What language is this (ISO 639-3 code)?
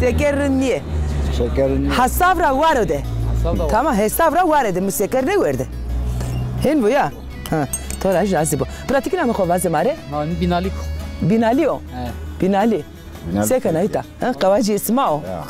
zza